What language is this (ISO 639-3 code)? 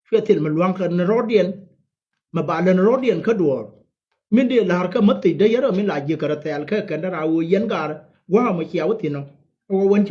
nus